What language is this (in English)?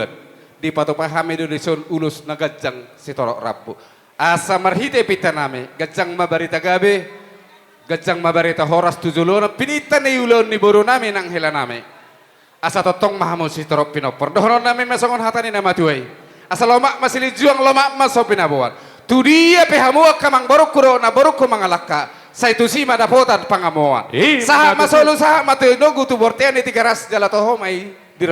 Batak Toba